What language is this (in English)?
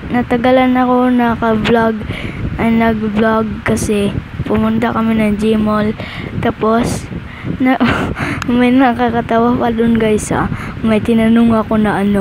Filipino